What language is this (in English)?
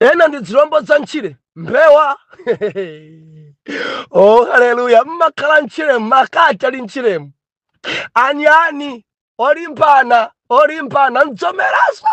Nyanja